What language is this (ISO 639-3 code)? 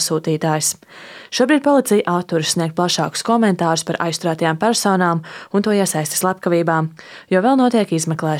lav